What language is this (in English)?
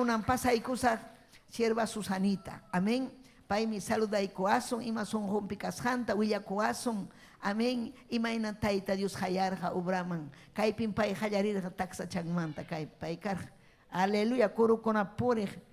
Ayacucho Quechua